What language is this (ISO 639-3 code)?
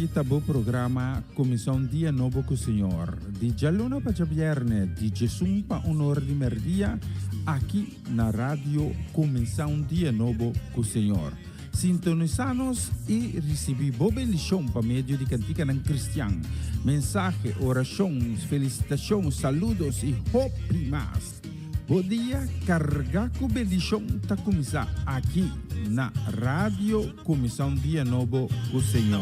pap